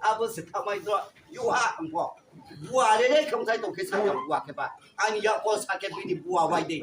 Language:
Riang (India)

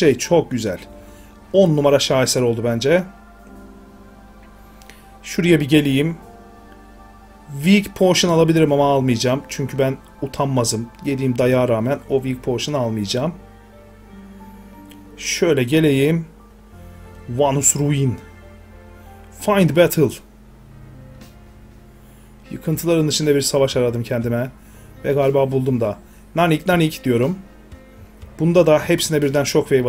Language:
Turkish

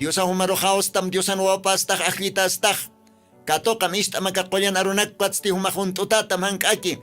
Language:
Aymara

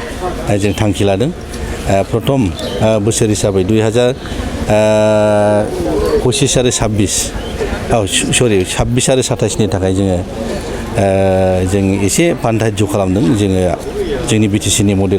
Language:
Bodo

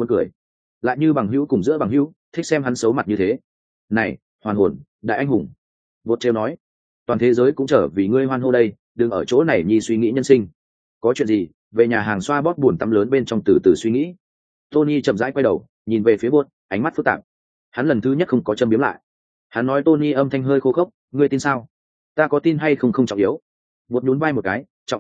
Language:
Vietnamese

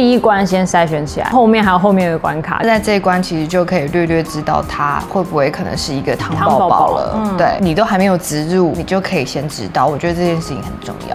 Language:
Chinese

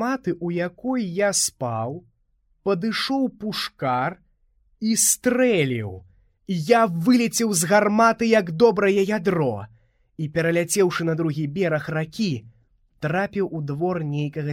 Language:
Belarusian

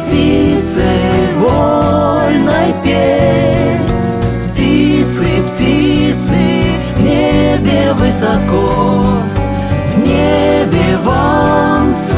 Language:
Russian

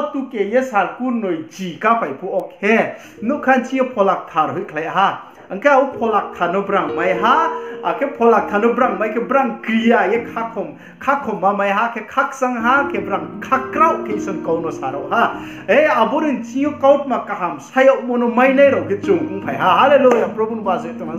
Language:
Riang (India)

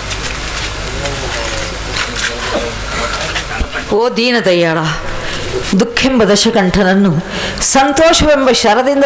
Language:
Kannada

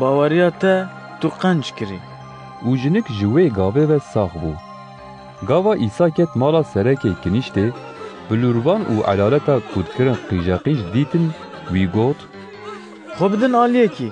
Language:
Kurdish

